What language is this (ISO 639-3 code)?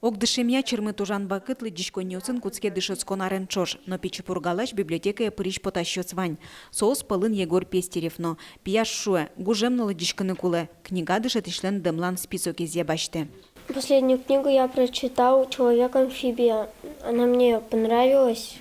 udm